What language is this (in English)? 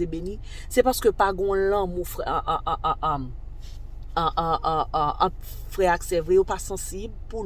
Haitian Creole